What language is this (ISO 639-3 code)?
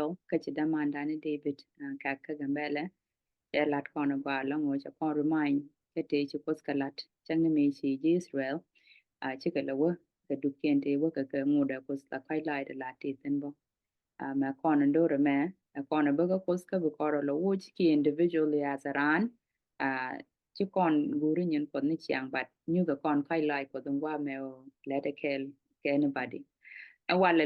nus